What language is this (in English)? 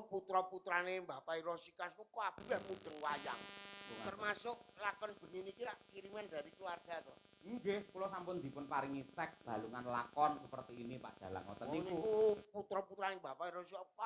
Javanese